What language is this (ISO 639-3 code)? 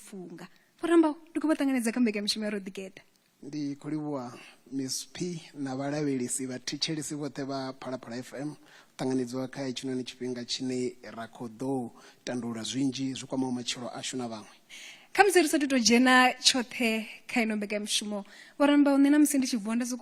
ven